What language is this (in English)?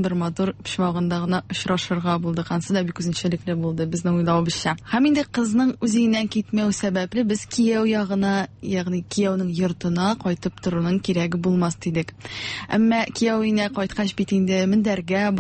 Tatar